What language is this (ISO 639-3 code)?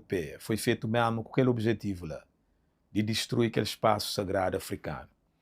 kea